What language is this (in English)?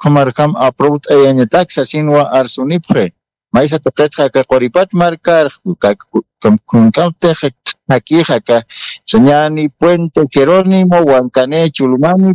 Aymara